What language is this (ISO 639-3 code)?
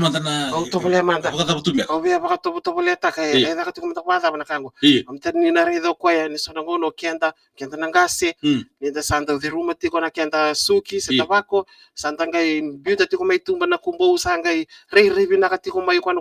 fij